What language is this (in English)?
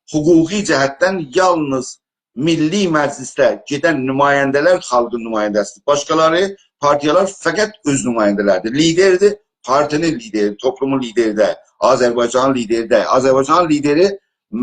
South Azerbaijani